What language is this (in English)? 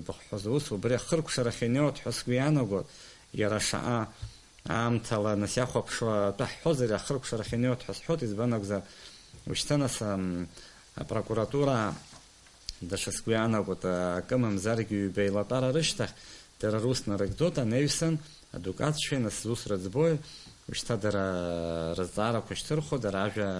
Abkhazian